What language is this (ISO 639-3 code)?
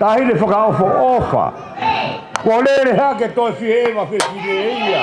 ton